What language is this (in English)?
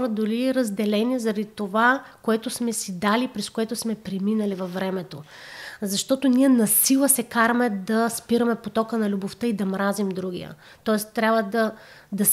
Bulgarian